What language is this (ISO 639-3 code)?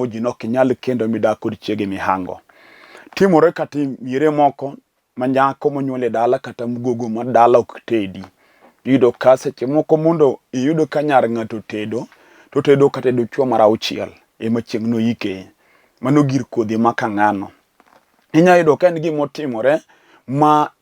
luo